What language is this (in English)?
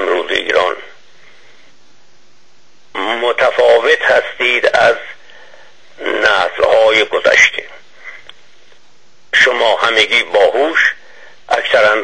Persian